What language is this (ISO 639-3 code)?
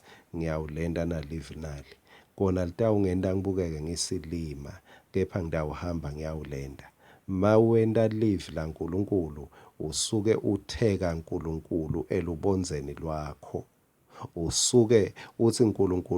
ssw